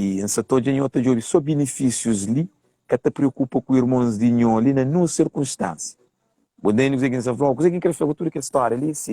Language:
Kabuverdianu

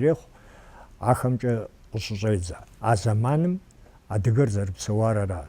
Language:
Kabardian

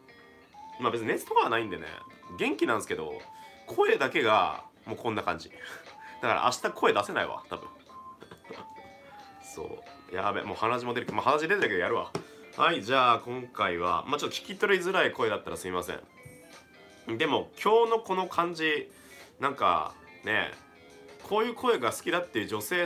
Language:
Japanese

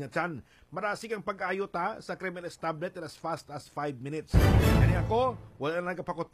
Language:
Hiligaynon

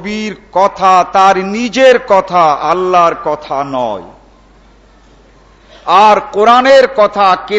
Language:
Bangla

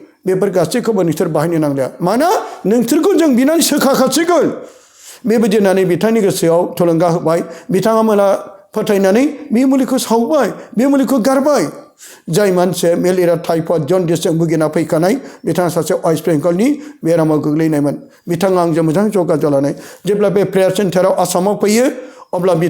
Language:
Bodo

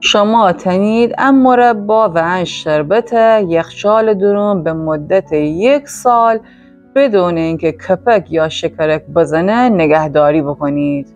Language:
Gilaki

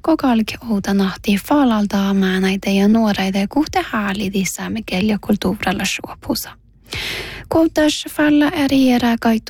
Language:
Northern Sami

